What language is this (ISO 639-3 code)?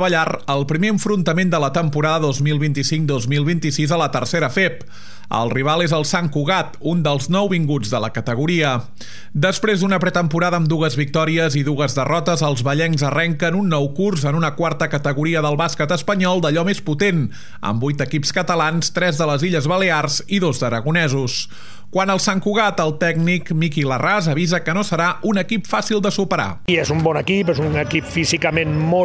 cat